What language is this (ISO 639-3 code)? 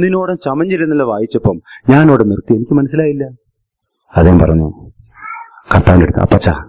mal